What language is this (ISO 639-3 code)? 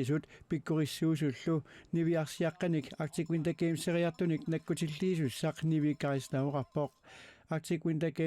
kal